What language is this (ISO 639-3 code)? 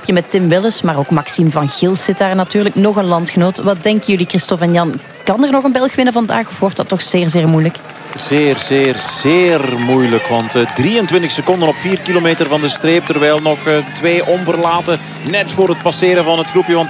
nld